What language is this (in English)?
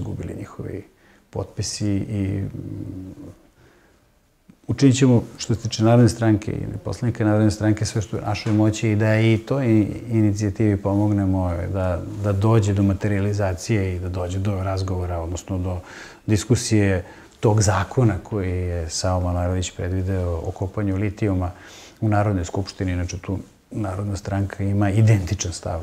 Serbian